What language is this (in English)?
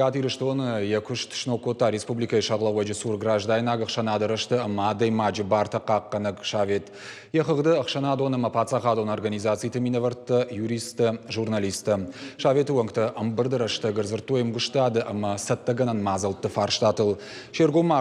Ossetic